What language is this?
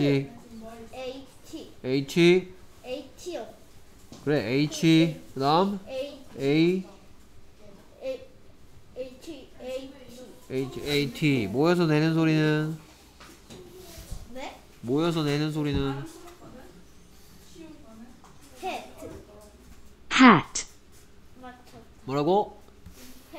Korean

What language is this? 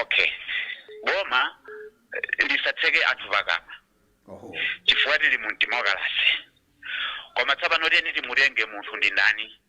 Nyanja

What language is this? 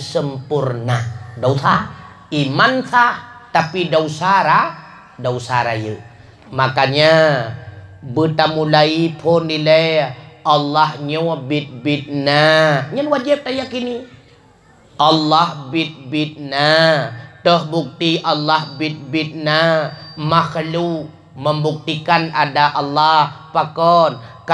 Achinese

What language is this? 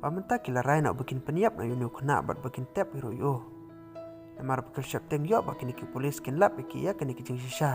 Khasi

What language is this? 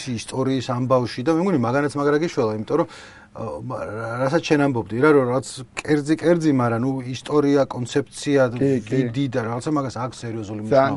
Georgian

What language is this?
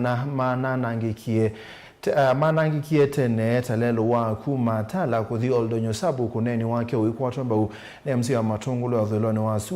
Kamba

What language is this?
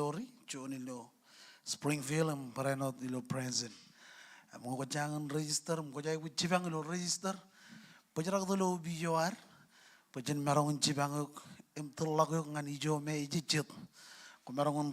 Marshallese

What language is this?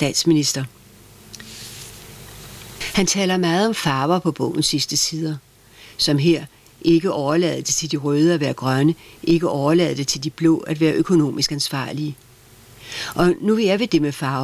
Danish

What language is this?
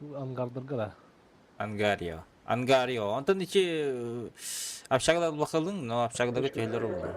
Yakut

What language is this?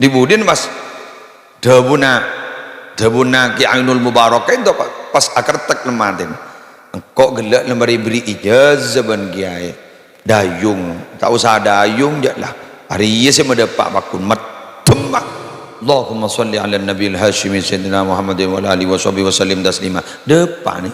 Madurese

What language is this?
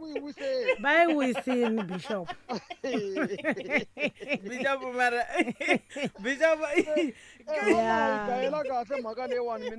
Tsonga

